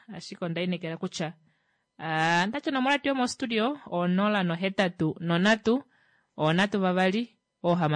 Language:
Kuanyama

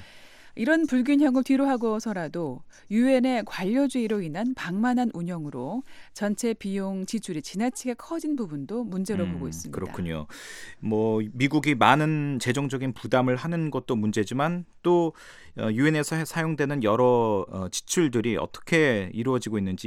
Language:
Korean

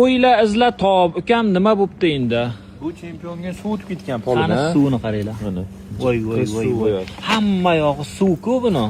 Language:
Uzbek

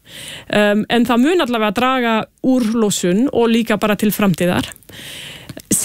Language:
Icelandic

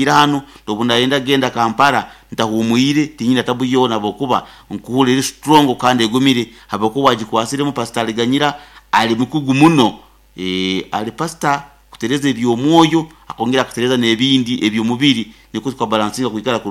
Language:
Nyoro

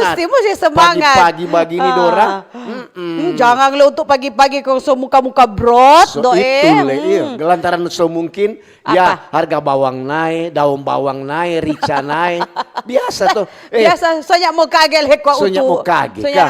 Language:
Manado Malay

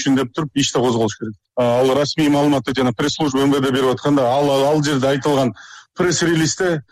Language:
Kyrgyz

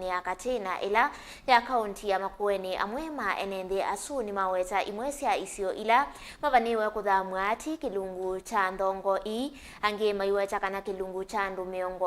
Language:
Kamba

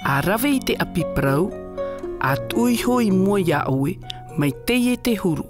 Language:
Tahitian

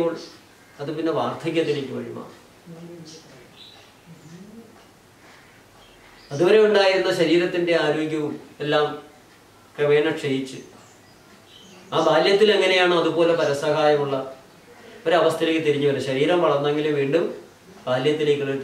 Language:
Malayalam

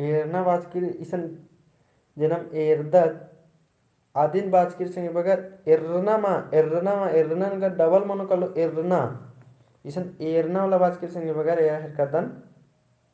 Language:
Kurukh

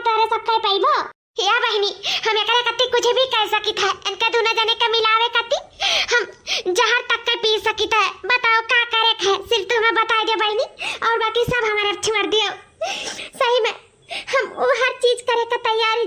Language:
Awadhi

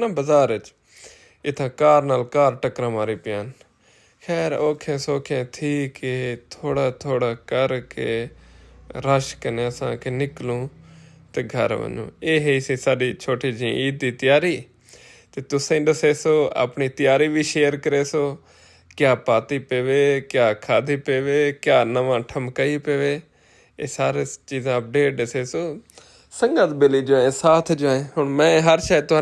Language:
Saraiki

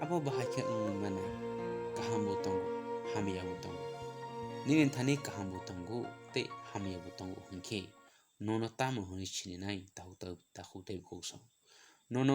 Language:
Kok Borok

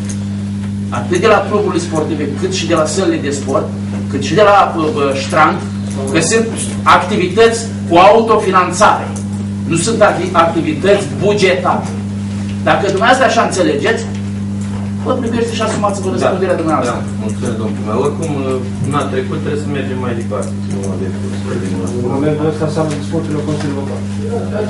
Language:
Romanian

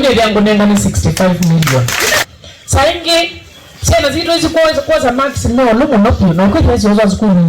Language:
Kamba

